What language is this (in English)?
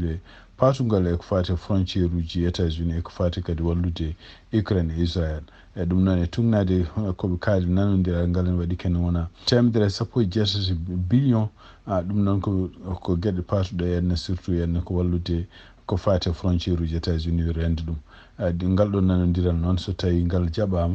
Fula